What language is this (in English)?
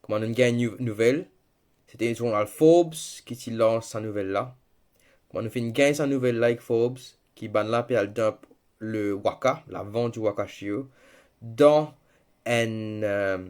Morisyen